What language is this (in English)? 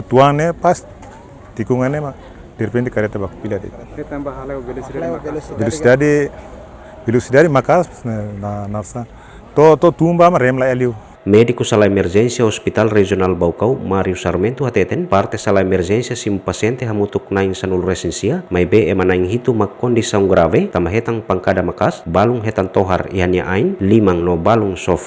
Tetum